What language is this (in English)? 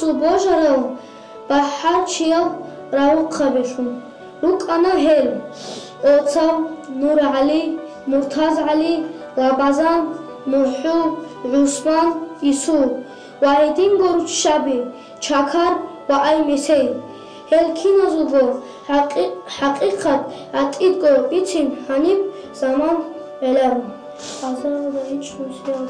Avaric